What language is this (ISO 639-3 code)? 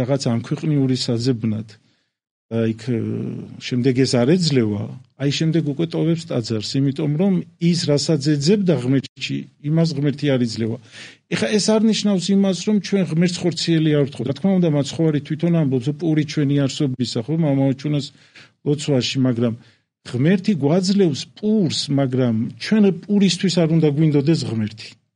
kat